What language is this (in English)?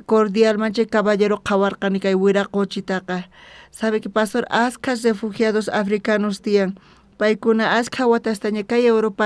South Bolivian Quechua